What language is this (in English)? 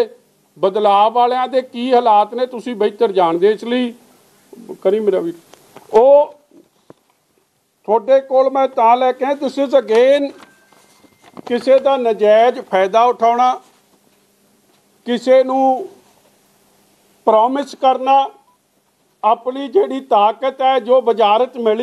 Punjabi